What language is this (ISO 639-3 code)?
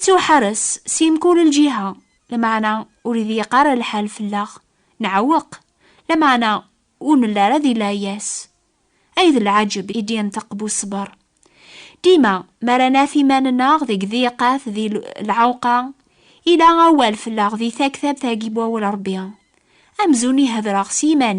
kab